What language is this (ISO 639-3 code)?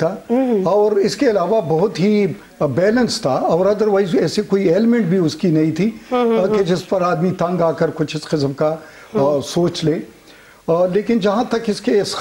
urd